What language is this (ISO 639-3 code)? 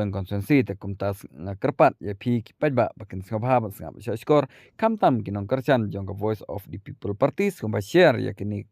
kha